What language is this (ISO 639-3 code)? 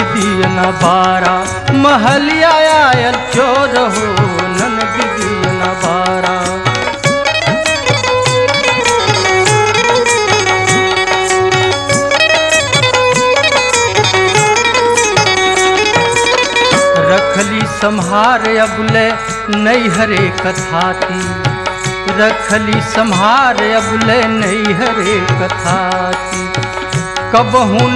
bho